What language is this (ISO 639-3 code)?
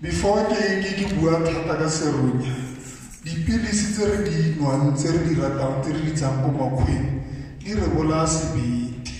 tsn